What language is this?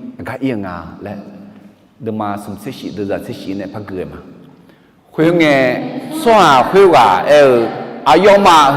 Akha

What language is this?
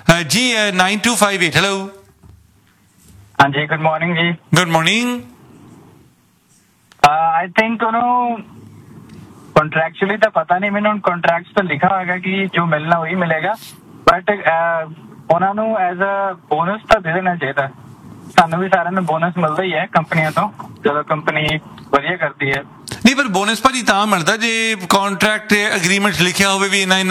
Punjabi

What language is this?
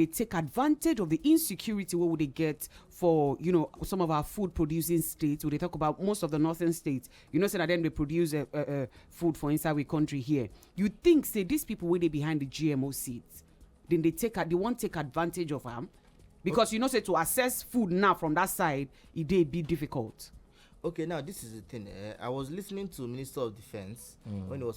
Nigerian Pidgin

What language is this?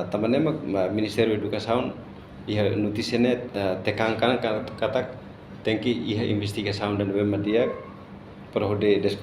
Tetum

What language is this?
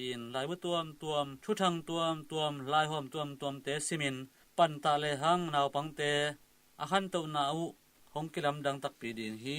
Tedim Chin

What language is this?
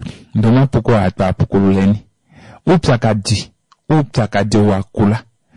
Kuanyama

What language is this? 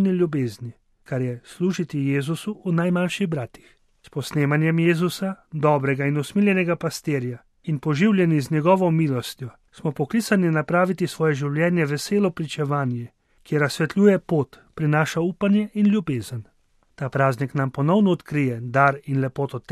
Slovenian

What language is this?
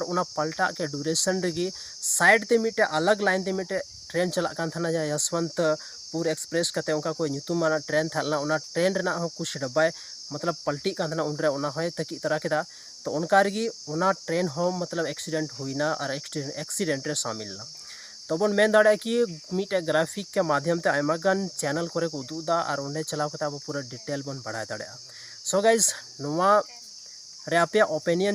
Santali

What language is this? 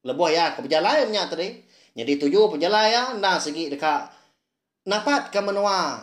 Iban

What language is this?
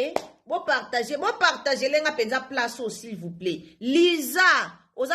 Lingala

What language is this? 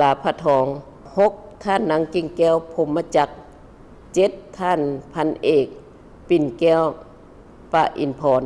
Lao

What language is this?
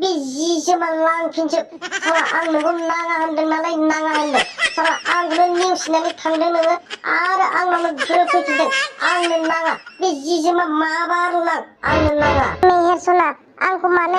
Bodo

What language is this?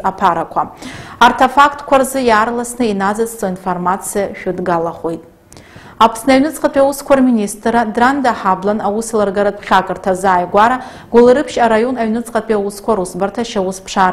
Abkhazian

